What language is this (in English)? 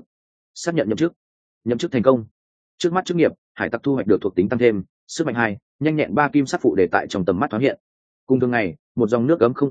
Vietnamese